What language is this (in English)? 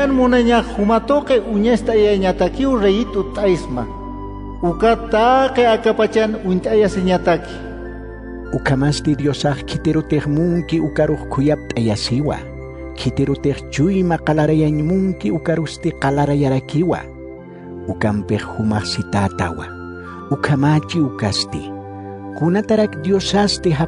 Aymara